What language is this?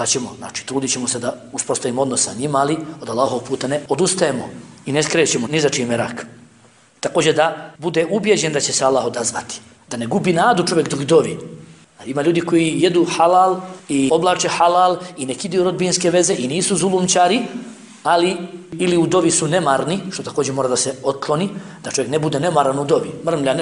Bosnian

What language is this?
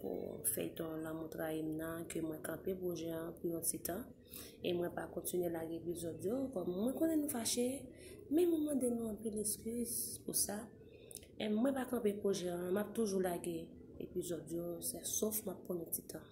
Haitian Creole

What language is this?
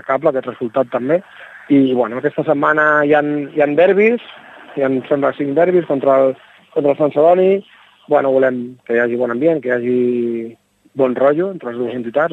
Catalan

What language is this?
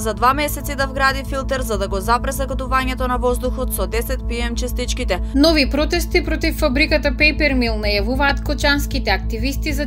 Macedonian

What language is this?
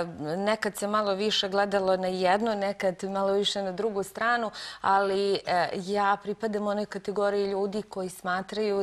Croatian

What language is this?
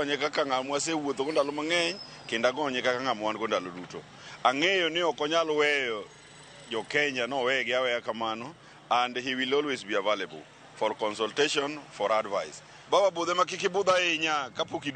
Luo (Kenya and Tanzania)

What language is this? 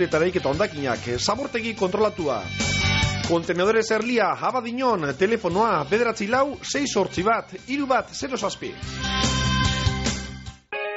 Basque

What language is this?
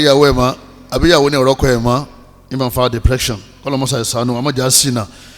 Yoruba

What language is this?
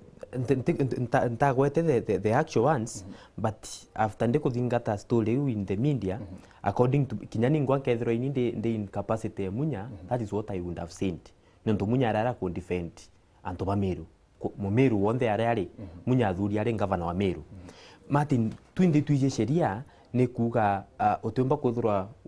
Meru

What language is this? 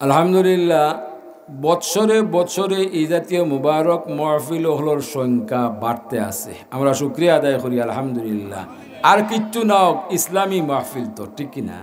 Sylheti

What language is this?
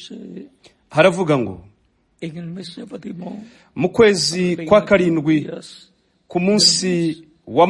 Kinyarwanda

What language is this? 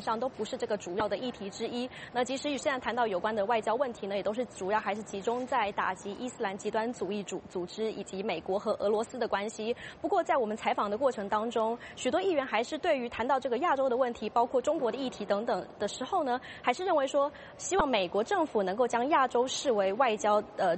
Chinese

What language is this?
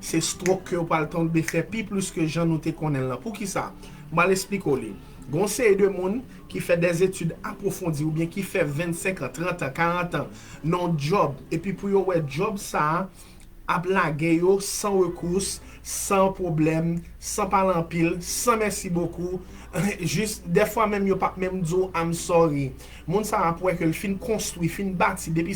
Haitian Creole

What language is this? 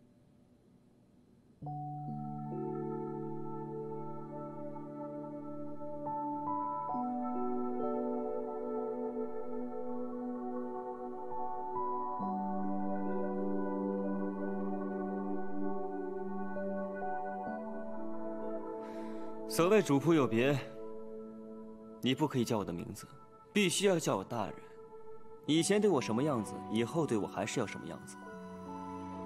Chinese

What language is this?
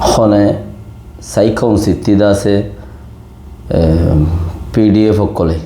Rohingya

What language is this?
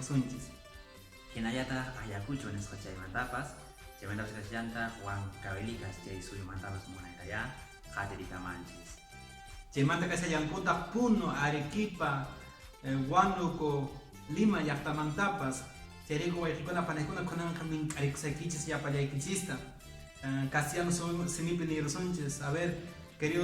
Quechua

